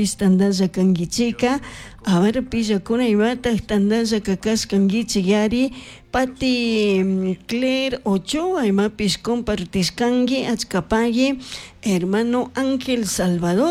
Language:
Chimborazo Highland Quichua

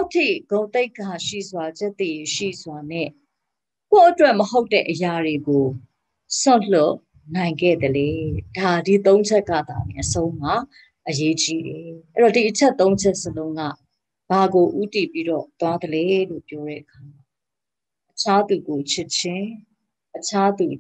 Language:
Burmese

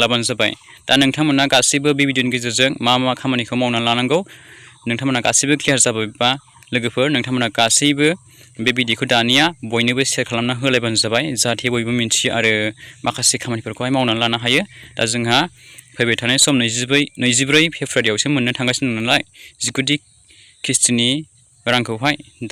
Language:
Bodo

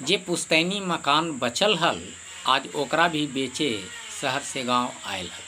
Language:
Magahi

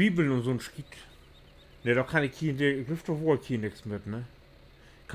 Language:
Low German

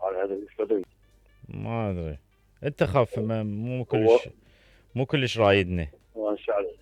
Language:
Mesopotamian Arabic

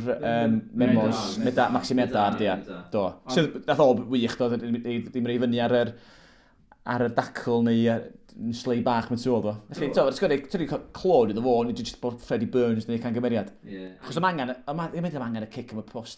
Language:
Welsh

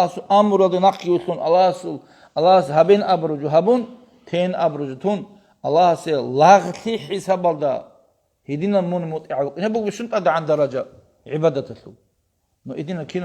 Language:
Avaric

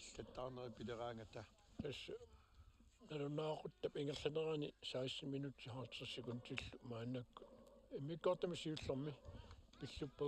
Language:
Kalaallisut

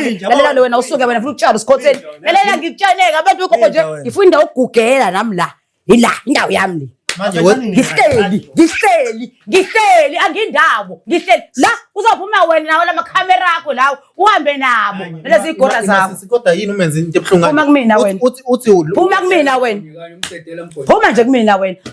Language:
Zulu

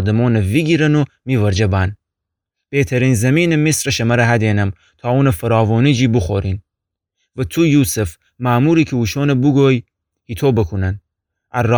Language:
Gilaki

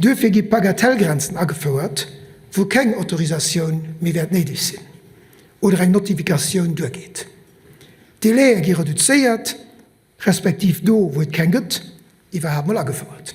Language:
Luxembourgish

